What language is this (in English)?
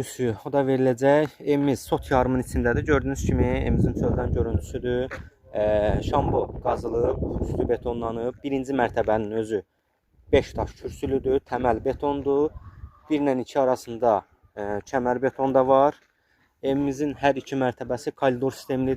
Azerbaijani